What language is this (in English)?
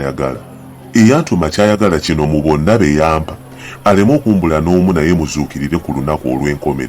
Ganda